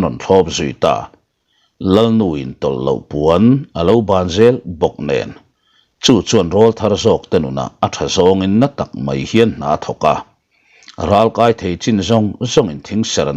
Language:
Mizo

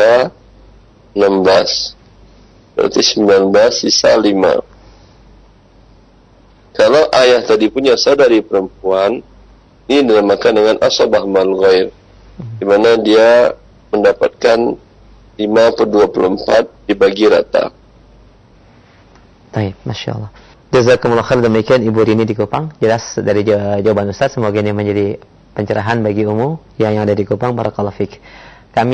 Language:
Indonesian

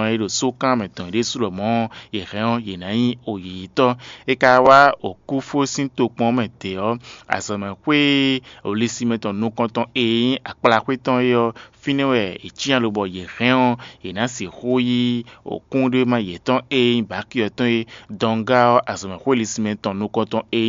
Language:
Fon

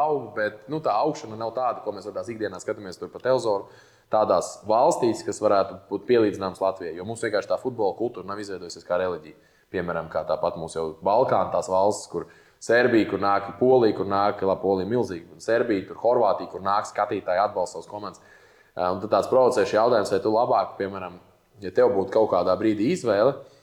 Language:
Latvian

